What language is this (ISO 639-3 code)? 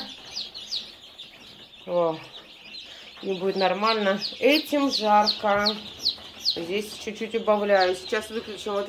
rus